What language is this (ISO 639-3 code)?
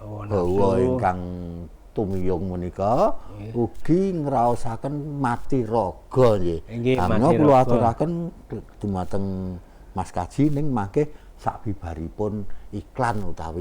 jav